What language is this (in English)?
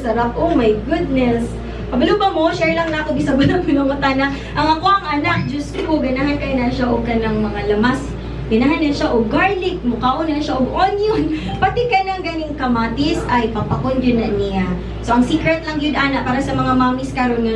Cebuano